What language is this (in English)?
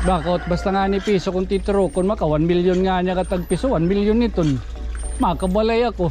Waray